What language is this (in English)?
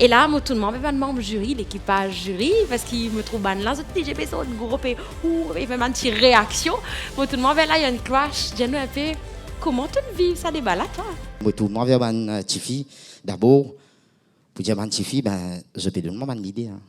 Morisyen